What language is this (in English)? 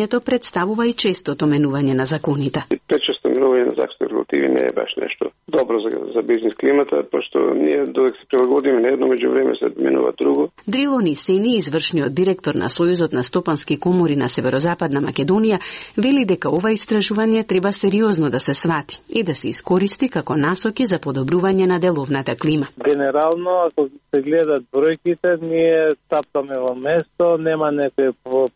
Macedonian